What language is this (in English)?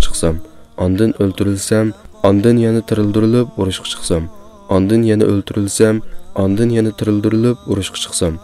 Uyghur